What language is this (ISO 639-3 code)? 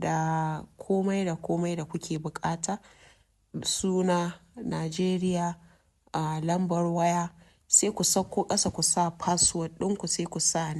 hau